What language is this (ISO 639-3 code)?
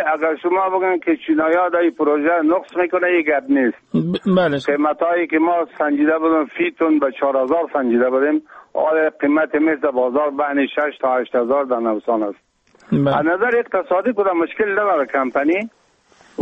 fas